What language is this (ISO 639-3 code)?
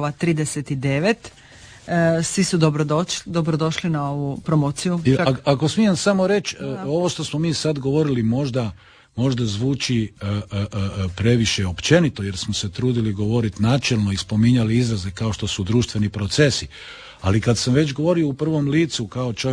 hrv